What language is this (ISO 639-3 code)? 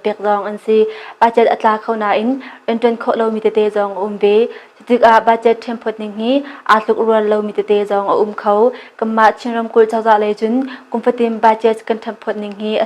cnh